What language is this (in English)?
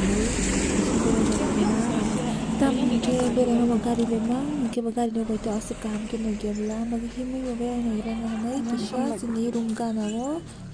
Kok Borok